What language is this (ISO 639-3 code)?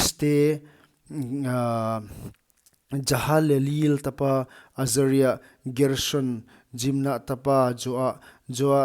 pck